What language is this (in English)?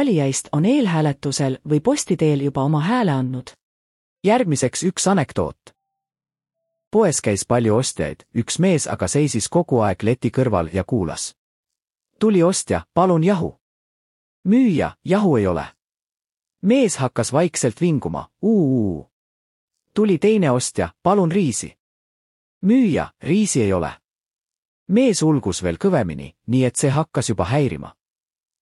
Estonian